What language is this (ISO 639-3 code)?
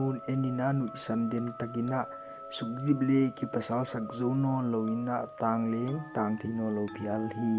pck